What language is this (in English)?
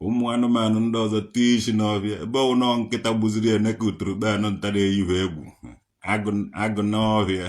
Igbo